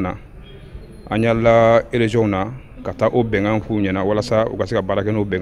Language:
Bambara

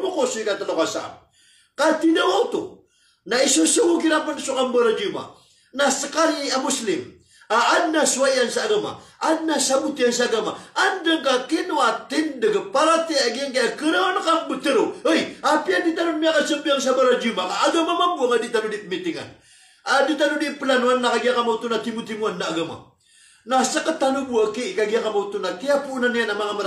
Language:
Maranao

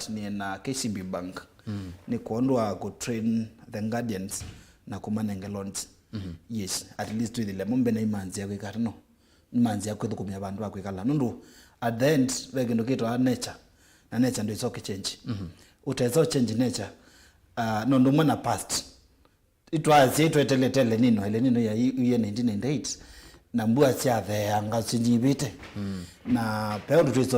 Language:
Kamba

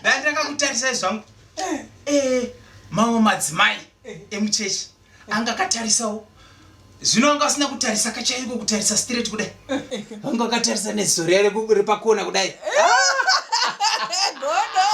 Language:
Shona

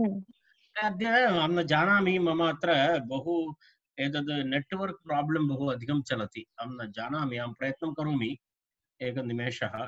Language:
Sanskrit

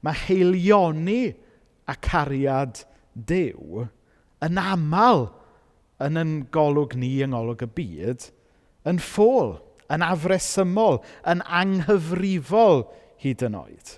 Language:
Welsh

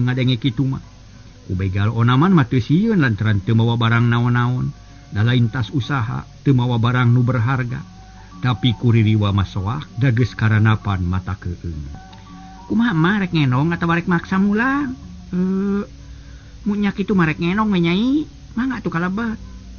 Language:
Sundanese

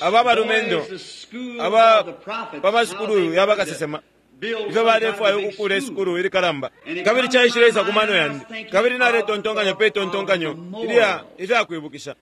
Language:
Bemba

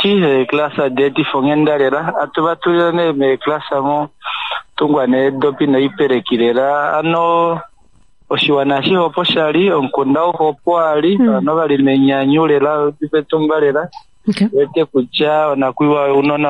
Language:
Kuanyama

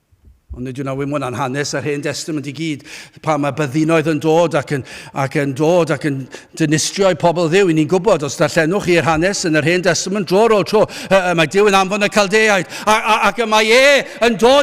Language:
Welsh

